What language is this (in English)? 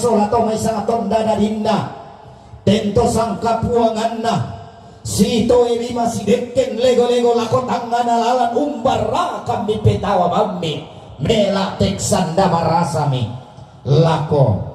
Toraja-Sa'dan